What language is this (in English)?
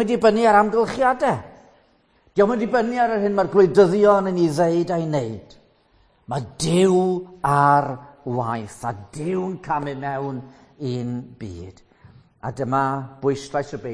Welsh